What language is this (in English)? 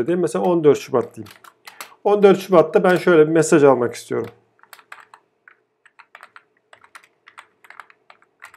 Turkish